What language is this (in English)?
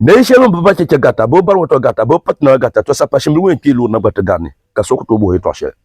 Dagbani